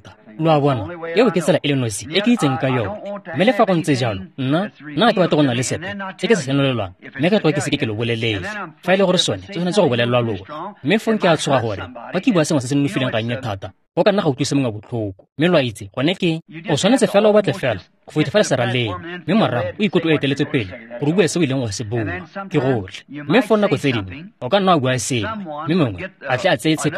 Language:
Tswana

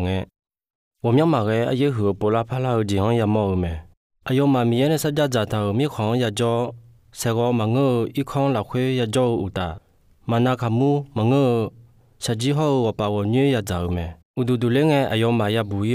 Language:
Akha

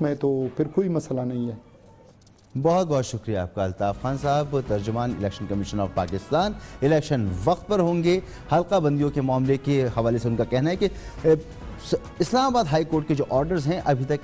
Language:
Urdu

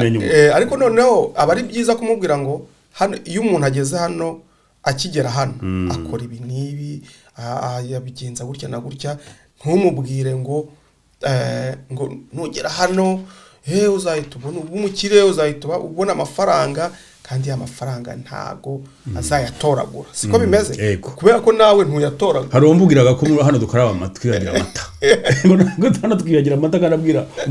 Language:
Kinyarwanda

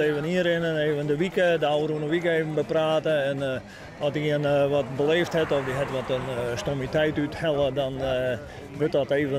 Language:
Western Frisian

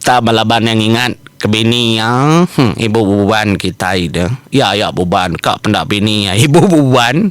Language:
Iban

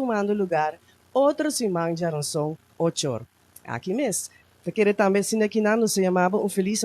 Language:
Papiamento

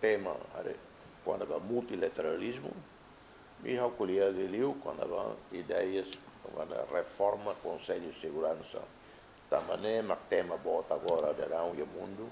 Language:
Tetum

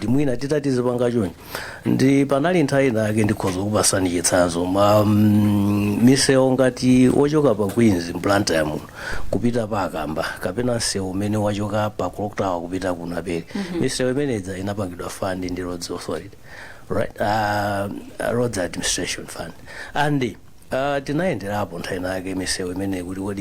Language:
Nyanja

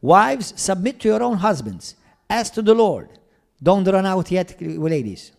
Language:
English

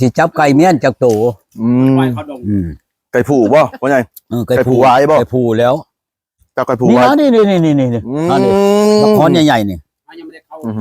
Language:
Lao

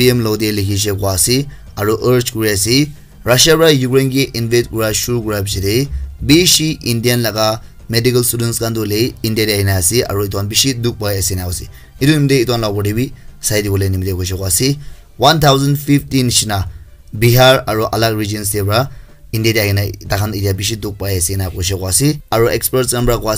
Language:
Naga Pidgin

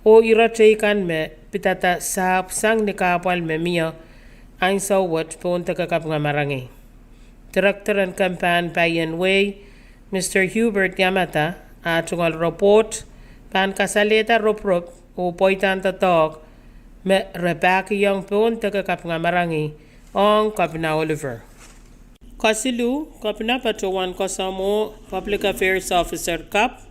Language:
Pohnpeian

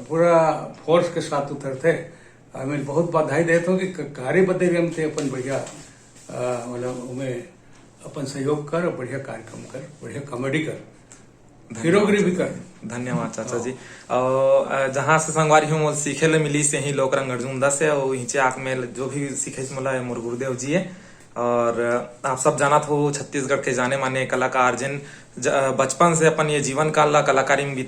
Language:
Chhattisgarhi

